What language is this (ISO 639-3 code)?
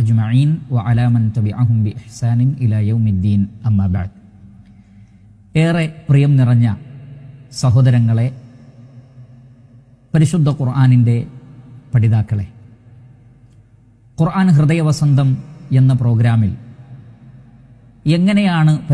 mal